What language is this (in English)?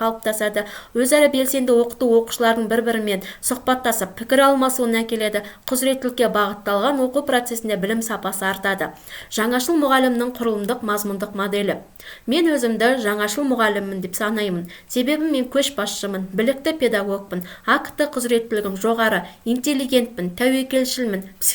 Kazakh